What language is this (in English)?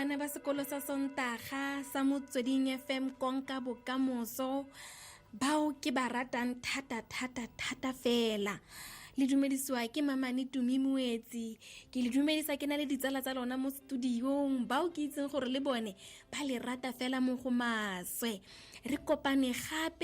Tswana